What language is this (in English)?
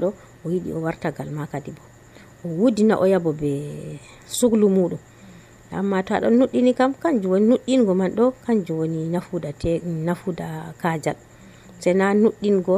Nigerian Fulfulde